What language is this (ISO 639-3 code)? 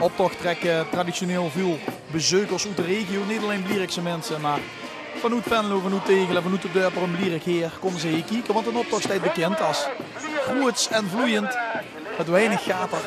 lim